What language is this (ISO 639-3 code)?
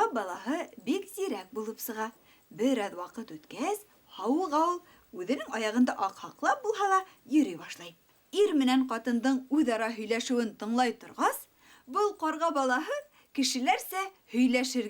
bak